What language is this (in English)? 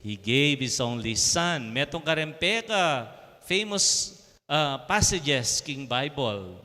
Pampanga